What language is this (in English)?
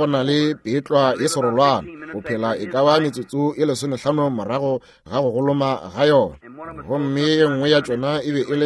Northern Sotho